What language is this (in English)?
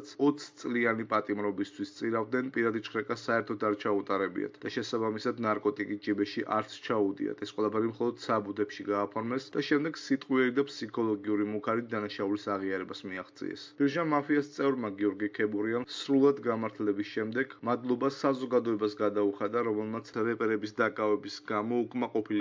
Georgian